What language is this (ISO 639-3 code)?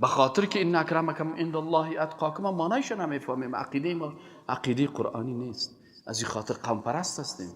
fas